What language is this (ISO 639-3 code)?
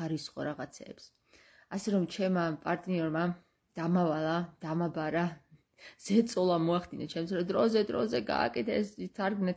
kat